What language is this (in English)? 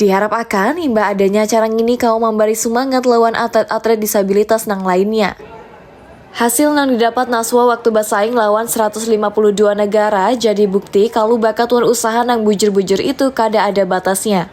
Banjar